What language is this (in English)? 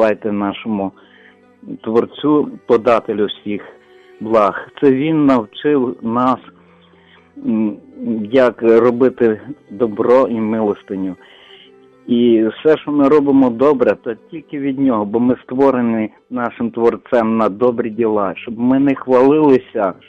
Ukrainian